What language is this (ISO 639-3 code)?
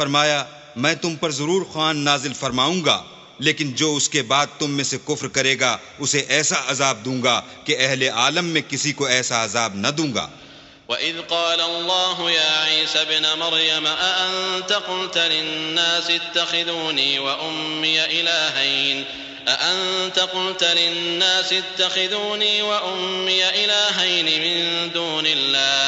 urd